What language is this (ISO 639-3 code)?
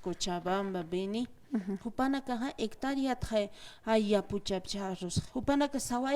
aym